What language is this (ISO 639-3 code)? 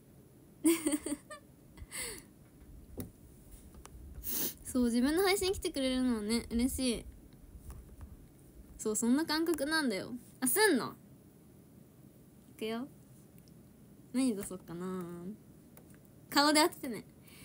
jpn